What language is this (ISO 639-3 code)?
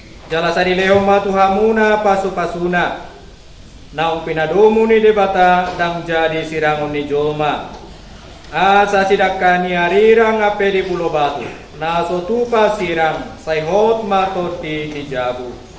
bbc